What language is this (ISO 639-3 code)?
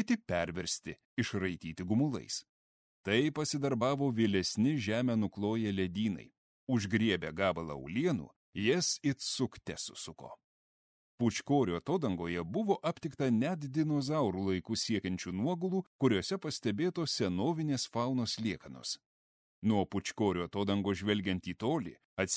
lit